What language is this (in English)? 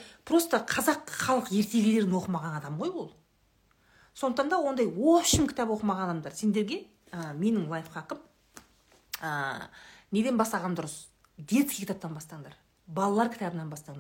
Kazakh